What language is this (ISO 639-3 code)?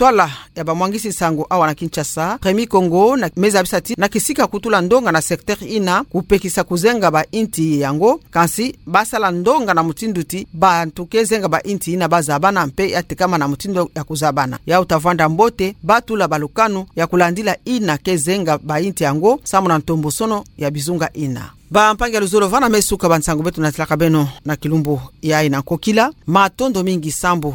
ktu